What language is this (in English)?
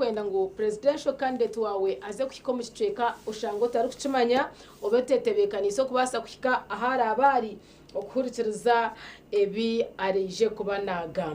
Nyankole